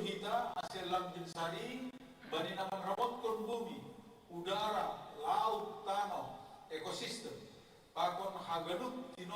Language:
Batak Simalungun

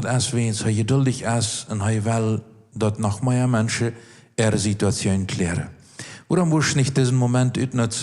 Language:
Plautdietsch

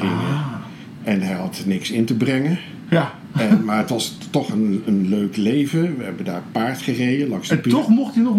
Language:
Dutch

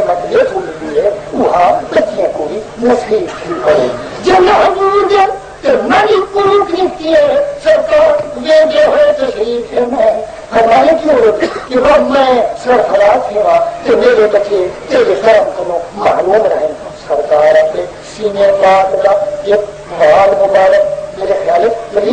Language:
Saraiki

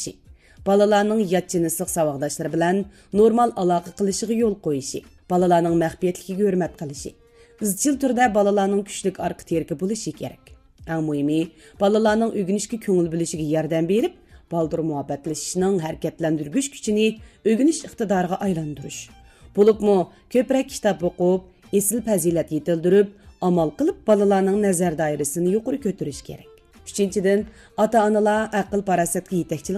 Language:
Uyghur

